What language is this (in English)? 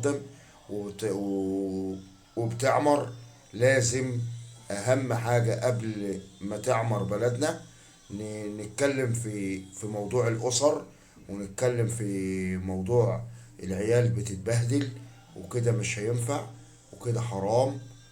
Egyptian Arabic